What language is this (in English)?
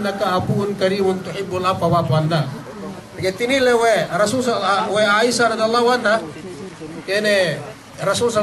Yakan